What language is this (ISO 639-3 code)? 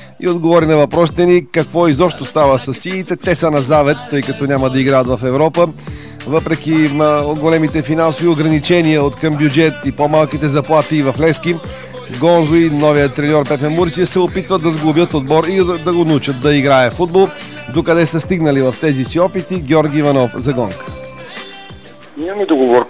bul